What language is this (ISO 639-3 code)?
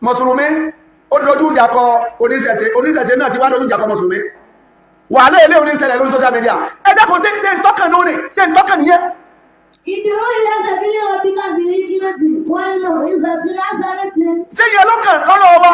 yor